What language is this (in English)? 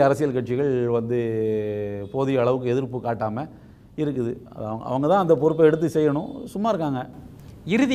Tamil